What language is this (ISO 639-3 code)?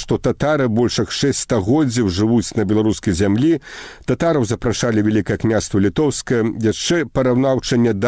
bel